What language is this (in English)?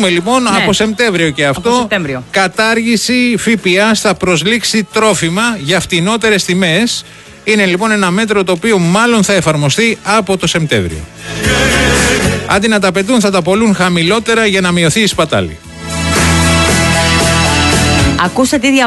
Greek